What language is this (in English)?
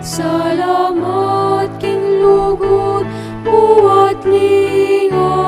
Pampanga